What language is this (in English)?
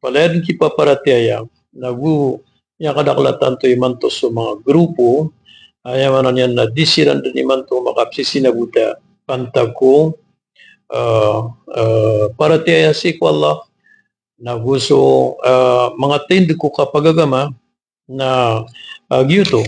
Maranao